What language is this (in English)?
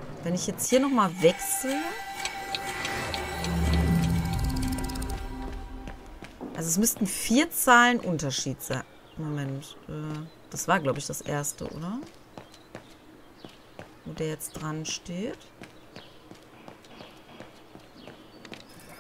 German